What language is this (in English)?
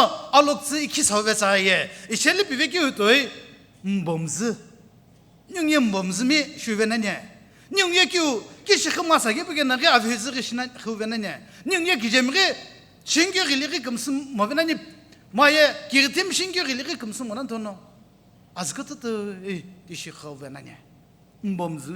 Sumi Naga